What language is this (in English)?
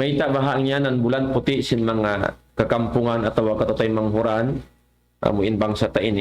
Tausug